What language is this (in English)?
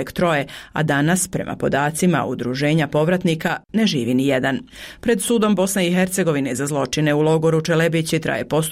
Bosnian